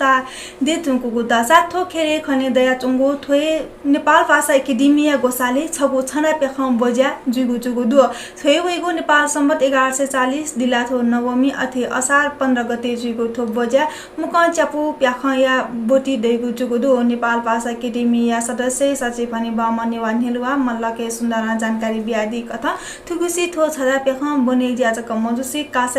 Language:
Newari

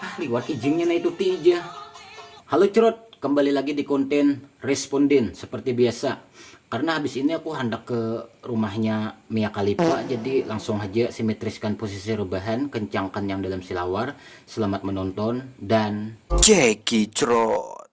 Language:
Banjar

